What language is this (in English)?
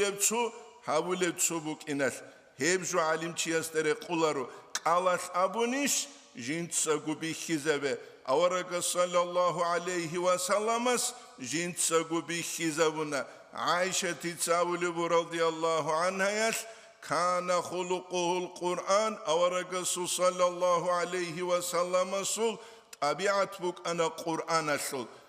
Avaric